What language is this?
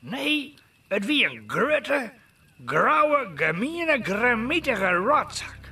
Western Frisian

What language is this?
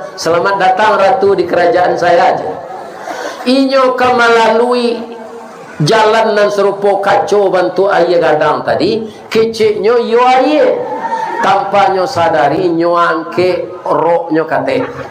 Minangkabau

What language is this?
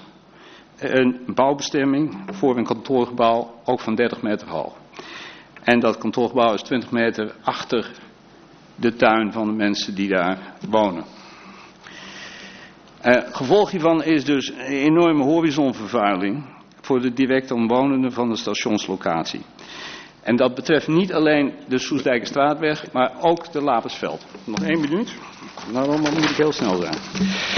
Dutch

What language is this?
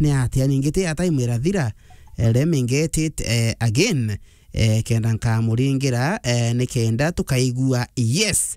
Meru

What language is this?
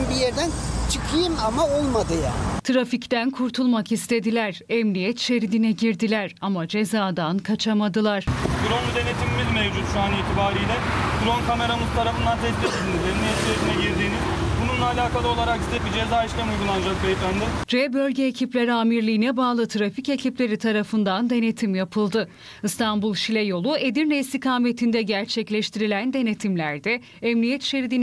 Turkish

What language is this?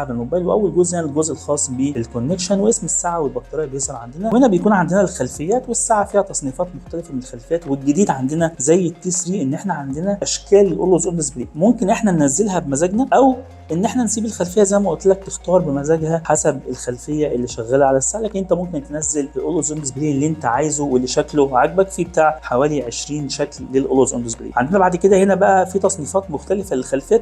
Egyptian Arabic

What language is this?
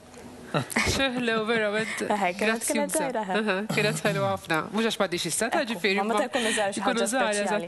Maltese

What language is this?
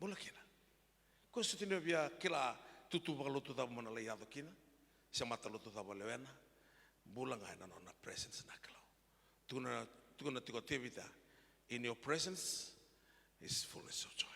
Fijian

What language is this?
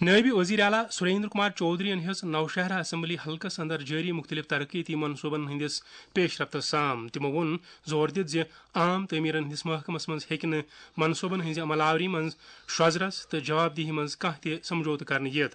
Kashmiri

